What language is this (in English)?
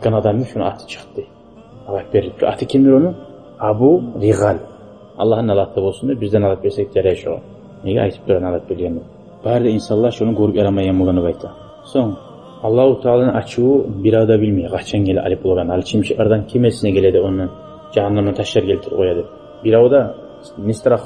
Kumyk